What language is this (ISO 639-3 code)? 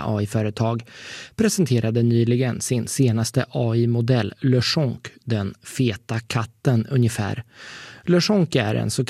swe